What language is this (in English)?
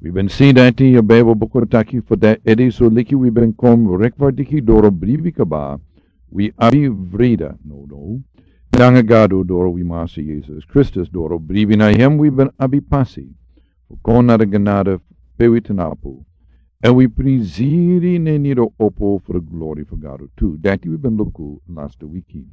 Sranan Tongo